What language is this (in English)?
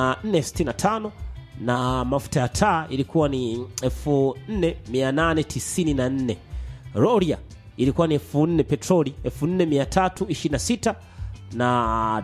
Swahili